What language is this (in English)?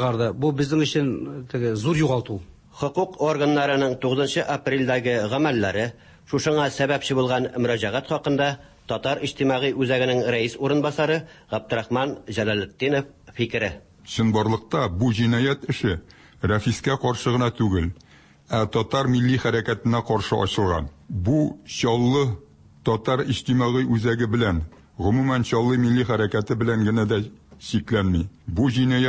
Tatar